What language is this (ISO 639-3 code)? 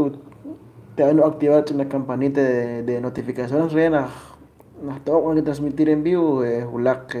kek